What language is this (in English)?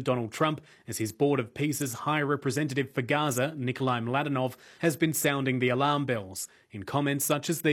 English